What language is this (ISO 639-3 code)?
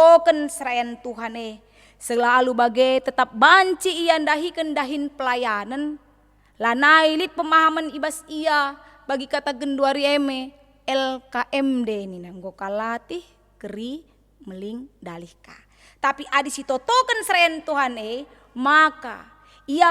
btx